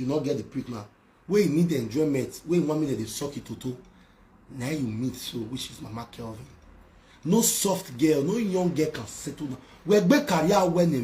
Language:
Nigerian Pidgin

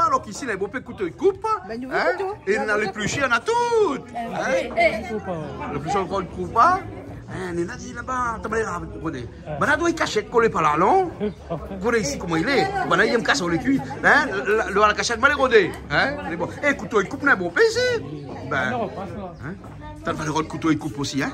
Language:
Réunion Creole French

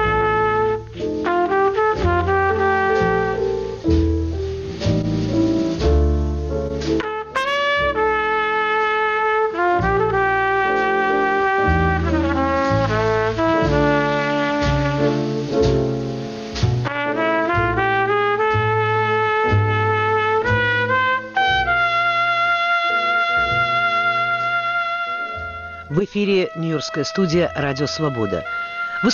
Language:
Russian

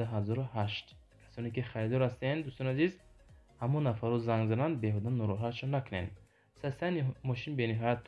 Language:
Tajik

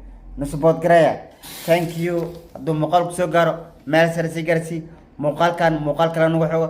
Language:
Somali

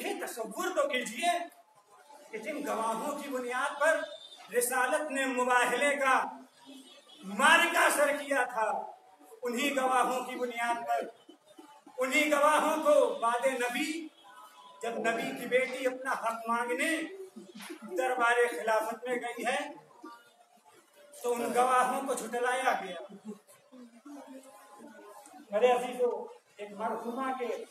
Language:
Urdu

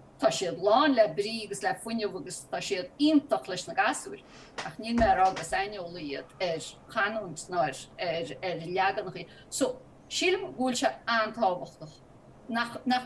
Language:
Irish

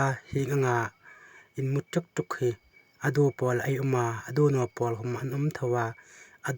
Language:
Hmar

